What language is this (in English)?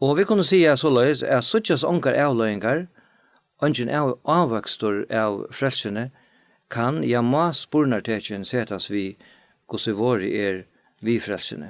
Faroese